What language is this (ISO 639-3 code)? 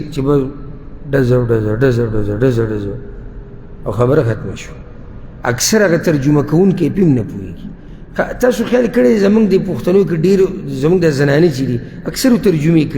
pus